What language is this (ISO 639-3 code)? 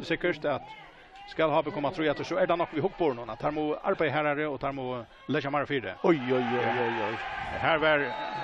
fao